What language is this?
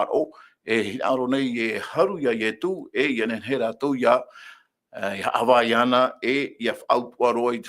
Tahitian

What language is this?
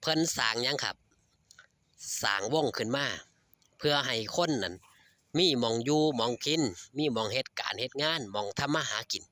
Northeastern Thai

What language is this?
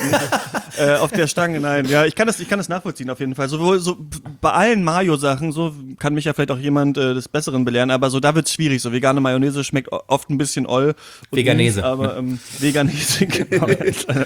German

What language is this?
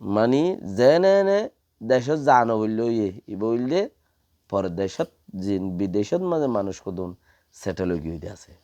Rohingya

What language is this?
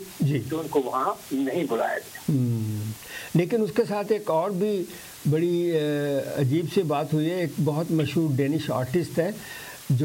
Urdu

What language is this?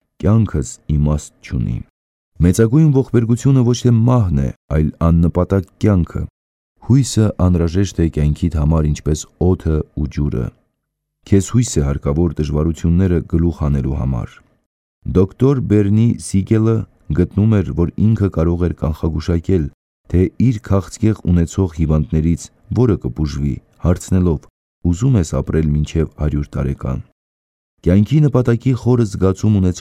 Armenian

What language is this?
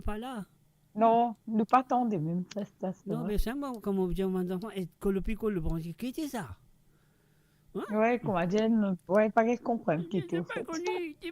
Morisyen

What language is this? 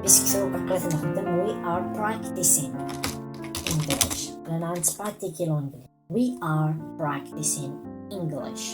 Kabyle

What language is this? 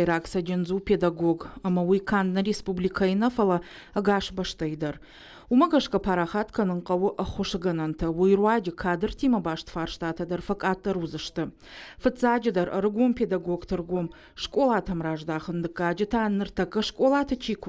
Ossetic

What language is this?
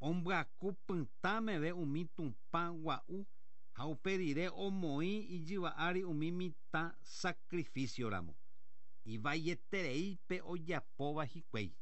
Guarani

